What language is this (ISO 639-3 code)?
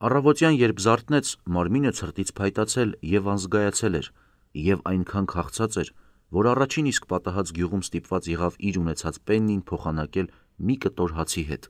hye